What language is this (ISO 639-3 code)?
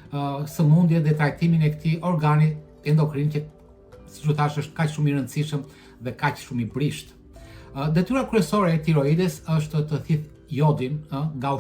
sqi